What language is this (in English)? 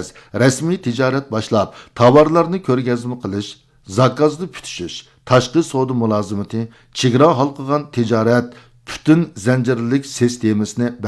Uyghur